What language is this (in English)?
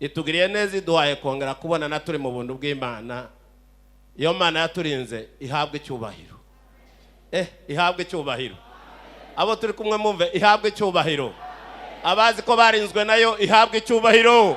Kinyarwanda